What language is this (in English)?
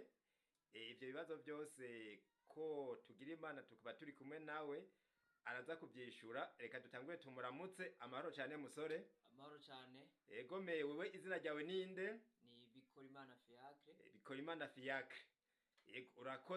Rundi